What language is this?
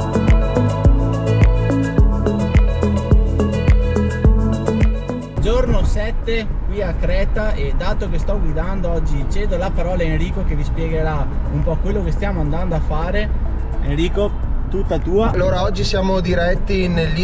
Italian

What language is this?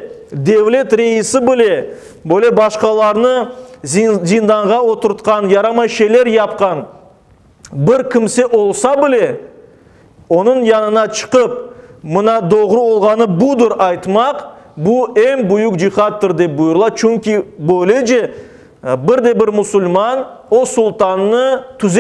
Crimean Tatar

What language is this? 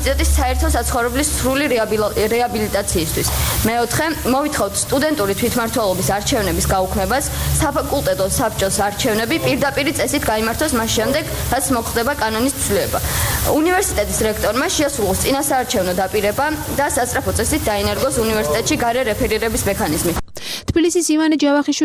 Georgian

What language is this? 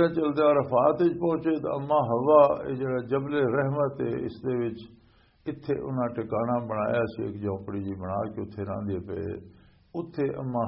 Western Panjabi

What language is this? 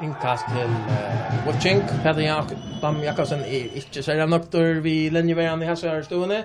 Faroese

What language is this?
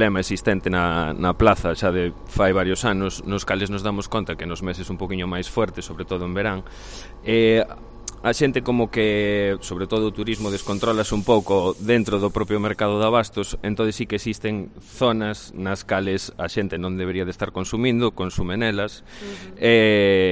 Galician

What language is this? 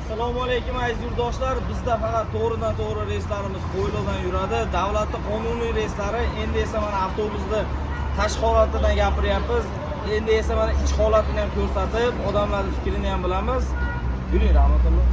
Uzbek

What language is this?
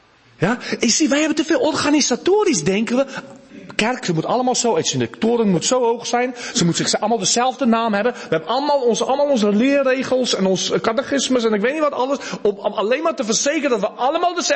Dutch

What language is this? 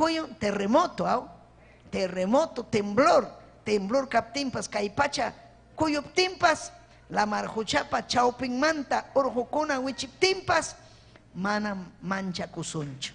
Ayacucho Quechua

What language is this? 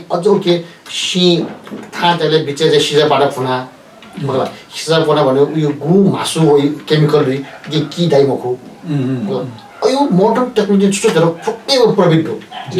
Newari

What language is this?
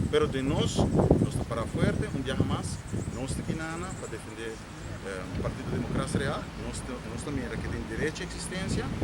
Papiamento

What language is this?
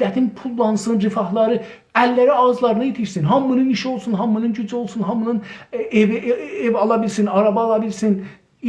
South Azerbaijani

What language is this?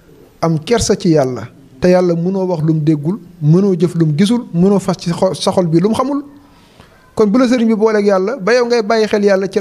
Wolof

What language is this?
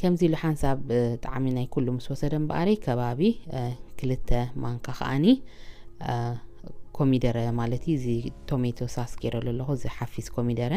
Tigrinya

